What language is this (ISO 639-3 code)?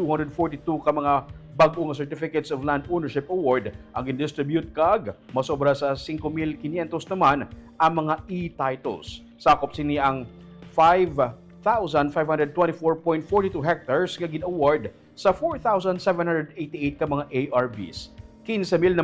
hil